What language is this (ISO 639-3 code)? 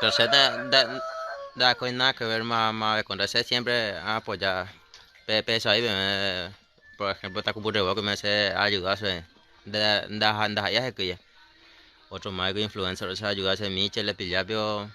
grn